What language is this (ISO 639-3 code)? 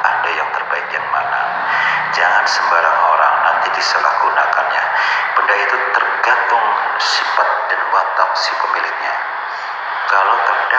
ind